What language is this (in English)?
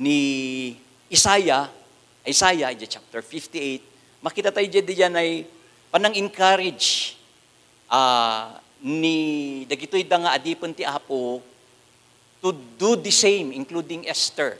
Iloko